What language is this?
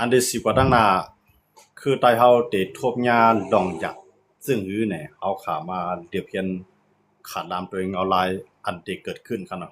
Shan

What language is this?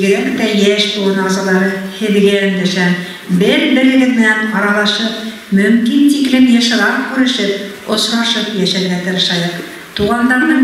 Bashkir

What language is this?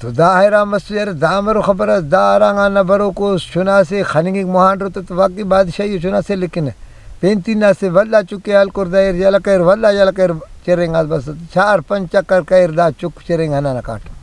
Brahui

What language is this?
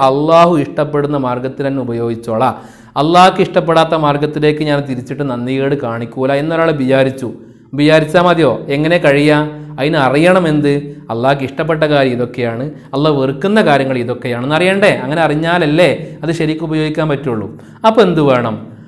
Malayalam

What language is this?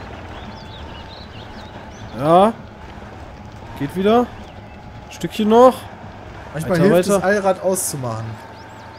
German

